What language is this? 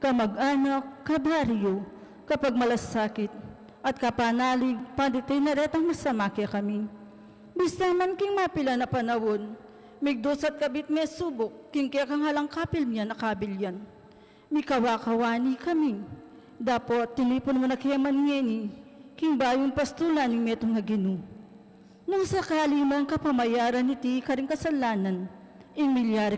Pampanga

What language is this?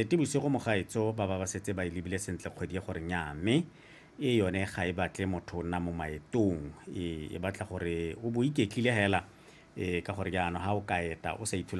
Tswana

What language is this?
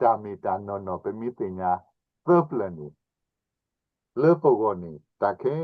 S'gaw Karen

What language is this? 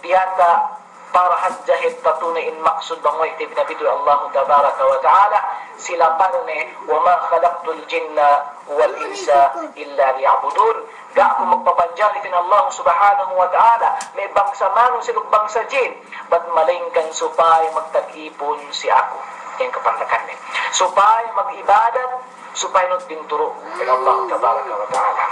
Yakan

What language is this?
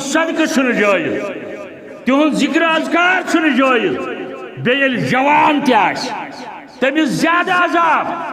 Kashmiri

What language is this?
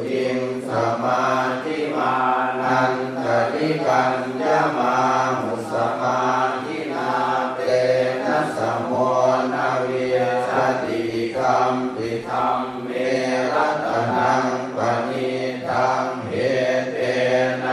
Pali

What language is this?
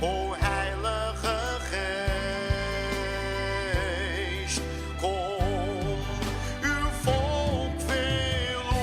Papiamento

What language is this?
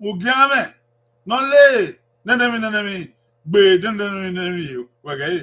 Bini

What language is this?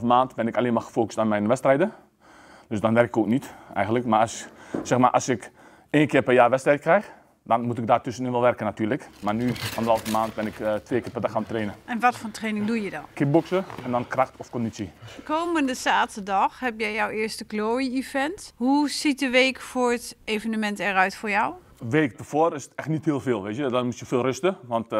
Dutch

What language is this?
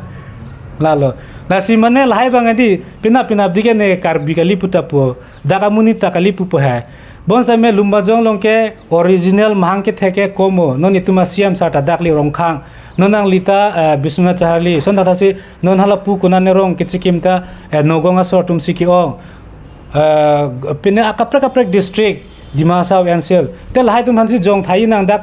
Karbi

